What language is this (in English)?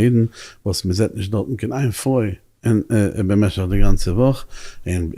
Yiddish